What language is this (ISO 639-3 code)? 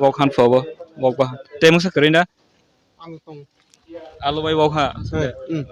trp